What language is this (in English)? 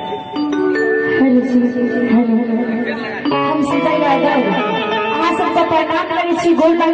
Maithili